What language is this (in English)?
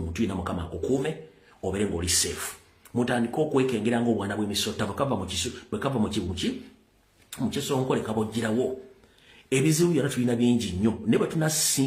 Ganda